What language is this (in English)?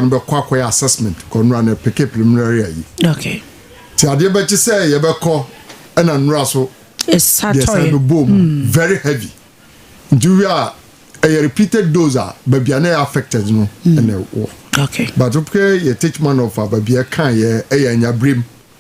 Akan